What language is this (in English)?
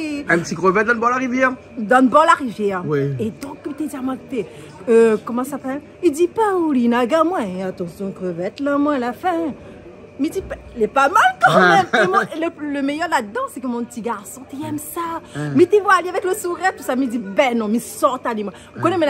Réunion Creole French